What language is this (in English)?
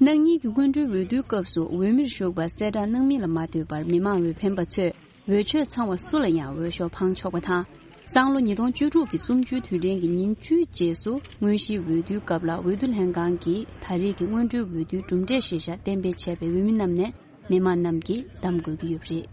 Tibetan